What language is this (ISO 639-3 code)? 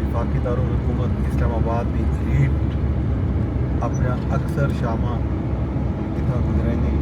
skr